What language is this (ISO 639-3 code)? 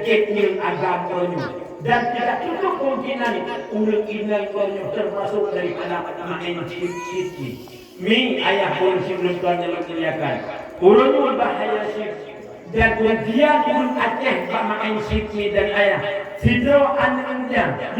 ace